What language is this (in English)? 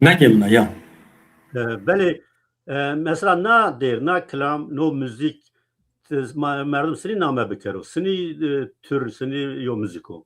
Zaza